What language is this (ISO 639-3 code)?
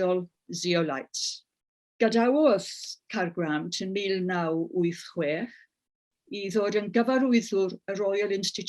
cym